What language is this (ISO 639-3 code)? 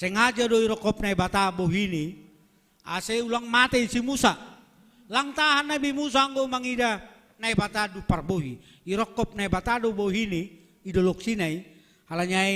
bts